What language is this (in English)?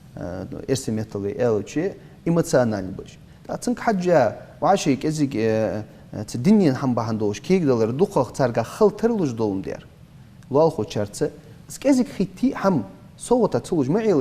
Ingush